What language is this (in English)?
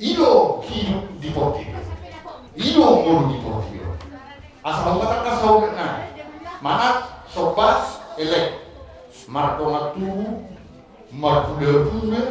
Batak Toba